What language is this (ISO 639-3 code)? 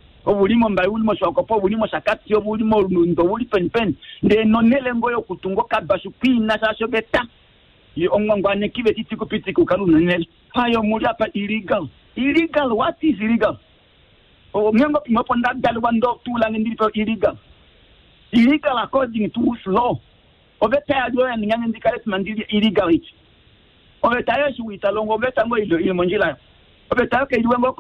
kua